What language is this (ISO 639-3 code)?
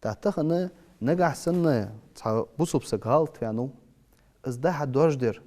inh